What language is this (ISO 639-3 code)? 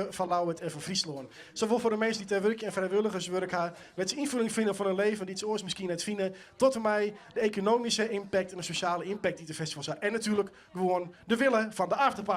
fry